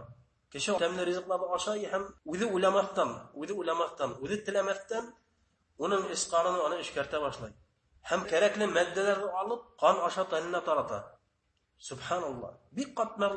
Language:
Bashkir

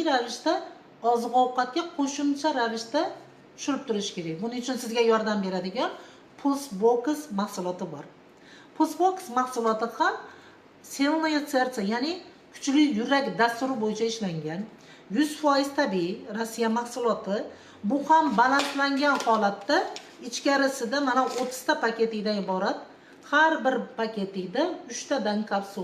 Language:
Uzbek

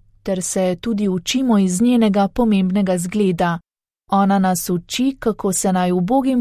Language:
Slovenian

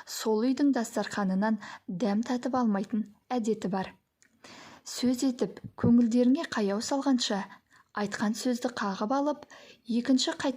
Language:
Kazakh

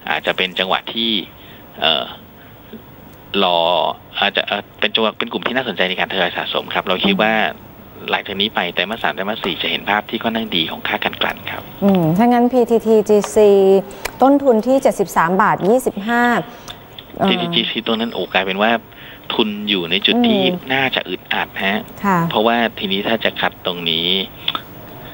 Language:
Thai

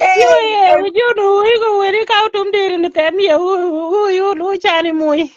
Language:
Nuer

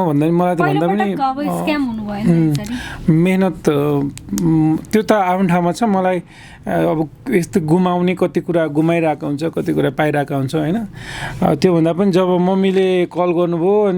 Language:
Nepali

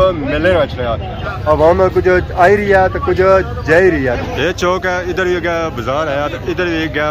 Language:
Pahari-Potwari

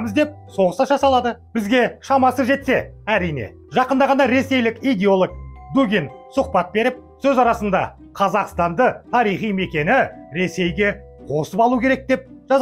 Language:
Kazakh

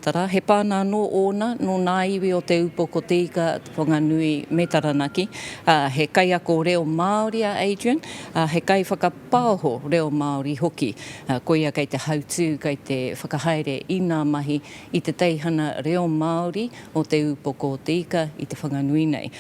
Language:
Māori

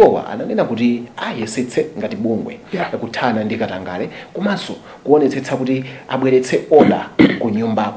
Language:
Nyanja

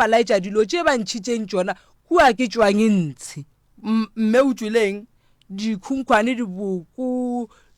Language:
Northern Sotho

